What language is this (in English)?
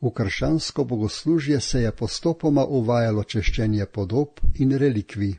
Slovenian